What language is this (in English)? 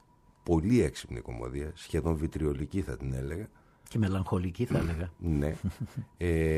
Greek